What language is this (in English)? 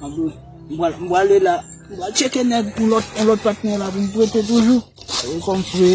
Haitian Creole